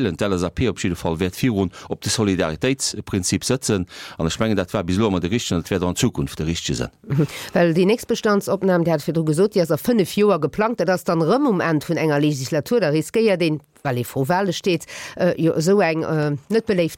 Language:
Luxembourgish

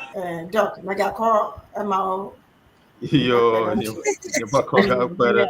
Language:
Ewe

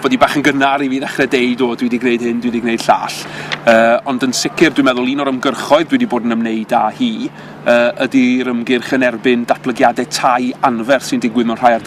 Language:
Welsh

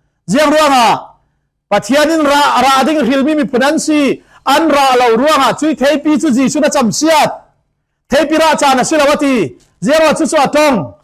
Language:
Falam Chin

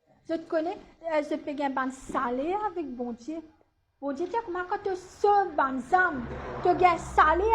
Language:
Morisyen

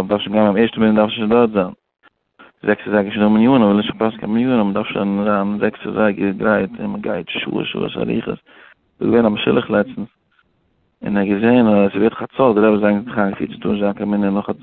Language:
Yiddish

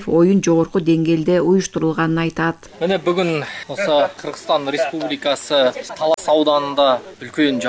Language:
Kyrgyz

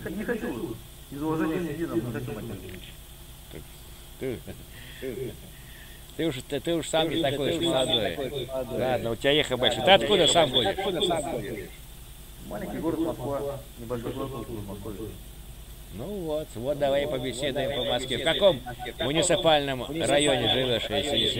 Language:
Russian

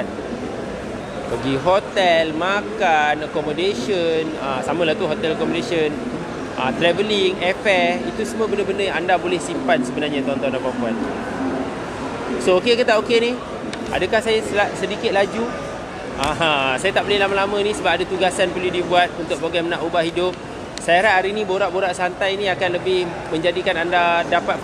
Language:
Malay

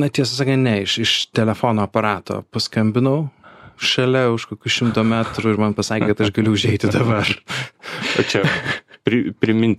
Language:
Lithuanian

